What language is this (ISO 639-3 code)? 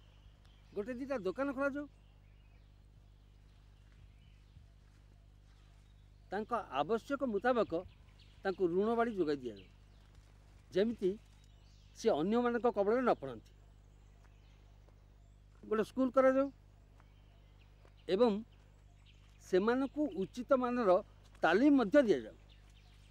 ori